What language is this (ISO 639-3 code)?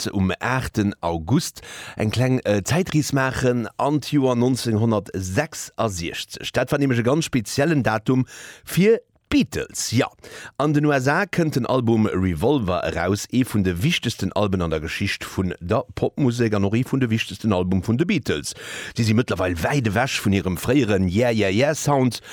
ltz